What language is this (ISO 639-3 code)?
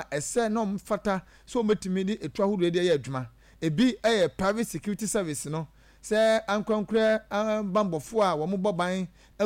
aka